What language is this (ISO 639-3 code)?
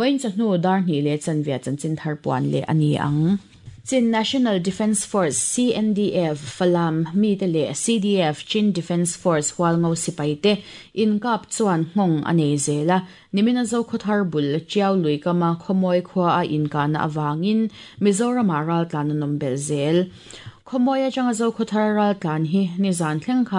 lus